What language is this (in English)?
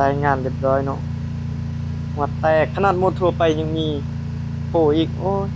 Lao